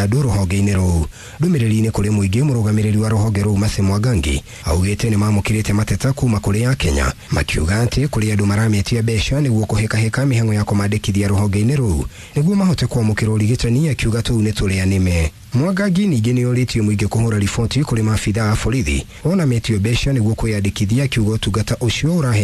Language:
Kikuyu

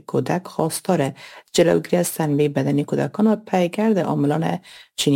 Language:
Persian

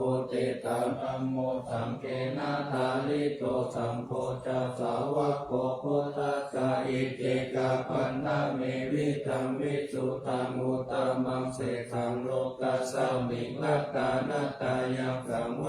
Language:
Pali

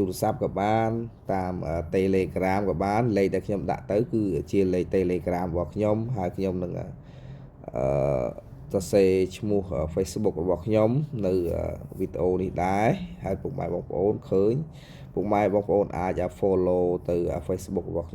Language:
Khmer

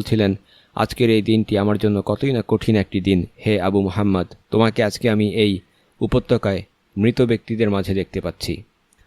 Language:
Bangla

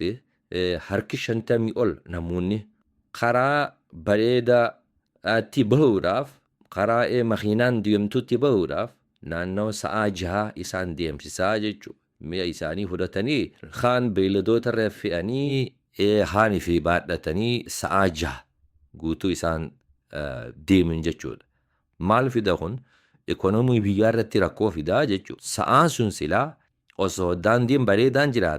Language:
Oromo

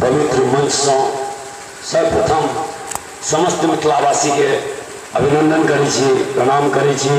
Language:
Maithili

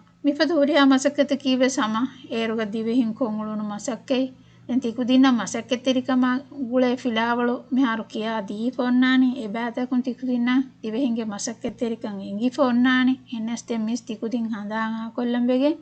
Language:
Divehi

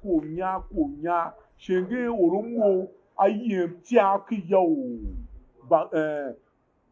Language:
Tiv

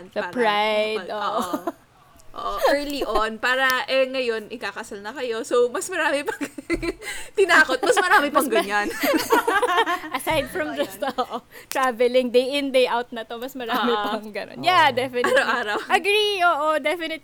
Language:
Filipino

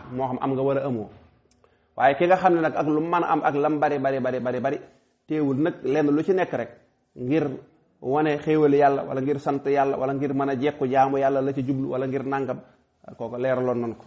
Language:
Wolof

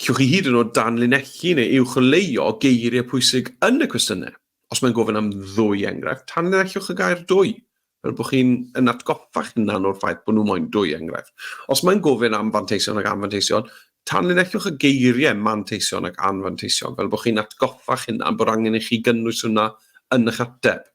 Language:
Welsh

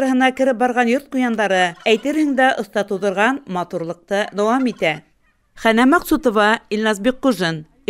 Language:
Bashkir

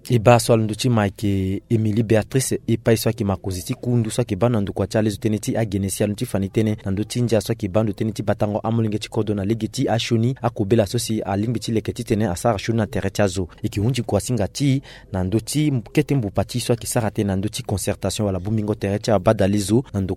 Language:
Sango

